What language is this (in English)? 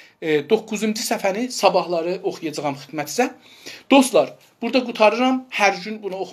South Azerbaijani